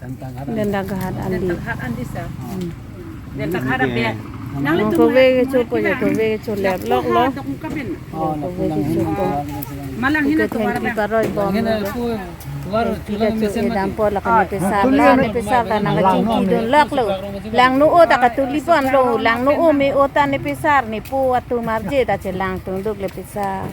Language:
Karbi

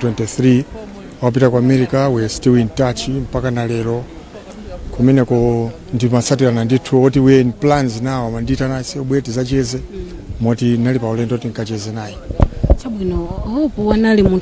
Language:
Nyanja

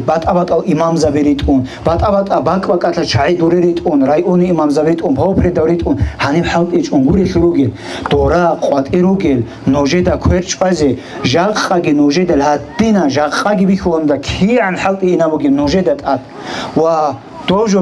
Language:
Avaric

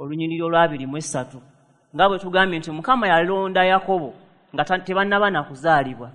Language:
Ganda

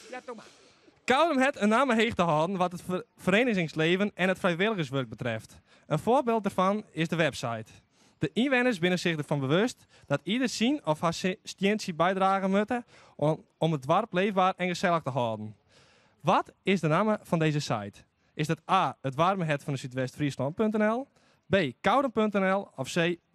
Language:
Western Frisian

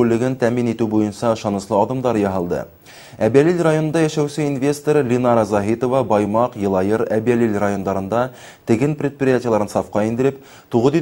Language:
Bashkir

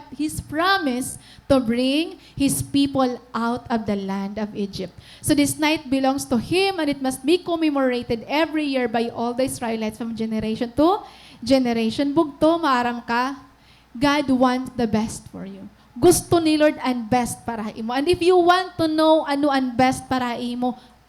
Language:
Waray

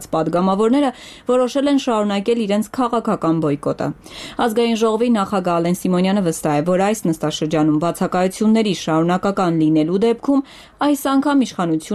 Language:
Armenian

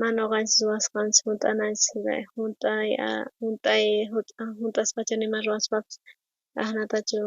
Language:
South Bolivian Quechua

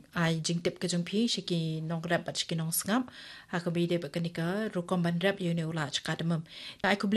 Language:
Khasi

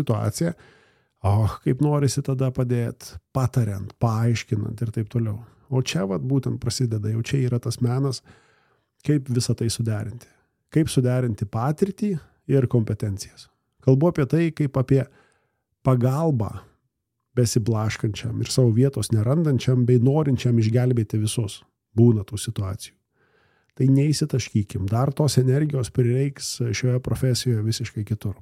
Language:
Lithuanian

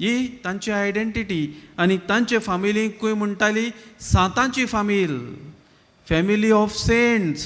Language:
Konkani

